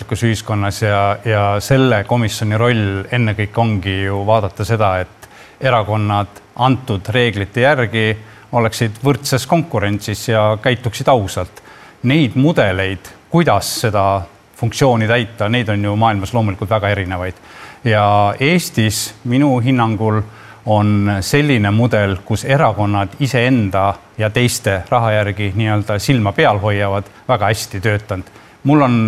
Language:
Estonian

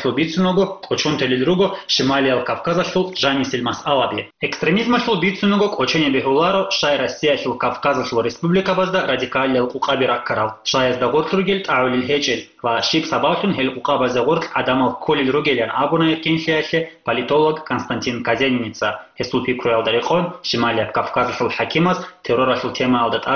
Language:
Avaric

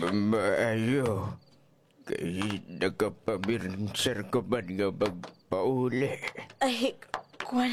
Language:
Hiligaynon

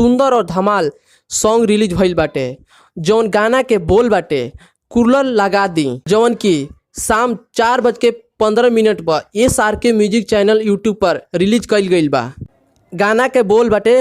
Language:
Bhojpuri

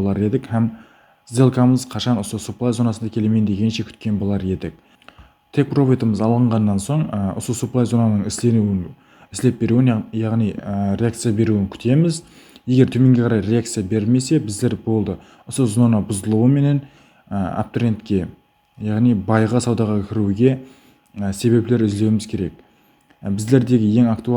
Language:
Kara-Kalpak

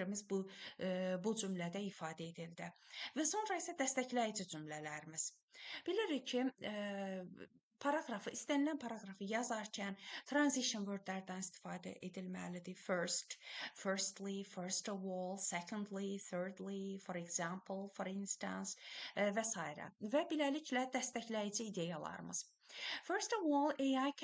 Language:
Azerbaijani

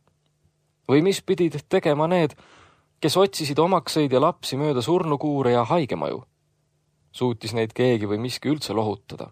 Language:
Estonian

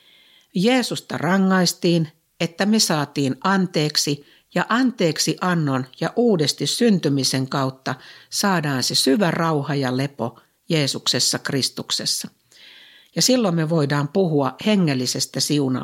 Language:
Finnish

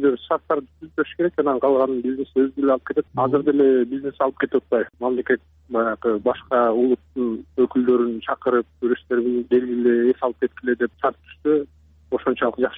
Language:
Kyrgyz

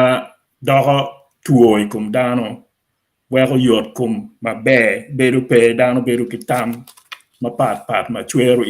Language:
Acoli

